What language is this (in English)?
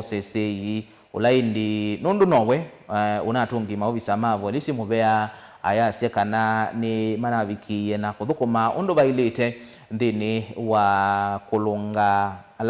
Kamba